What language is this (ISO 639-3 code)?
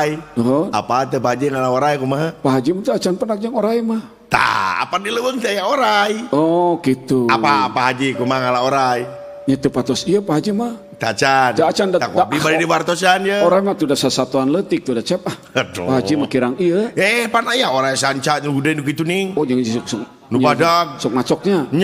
sun